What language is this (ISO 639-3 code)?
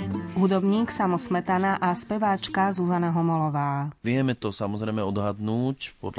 slk